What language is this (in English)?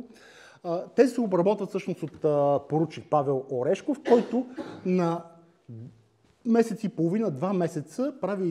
Bulgarian